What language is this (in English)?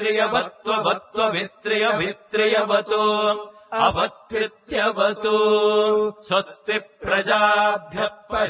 Sanskrit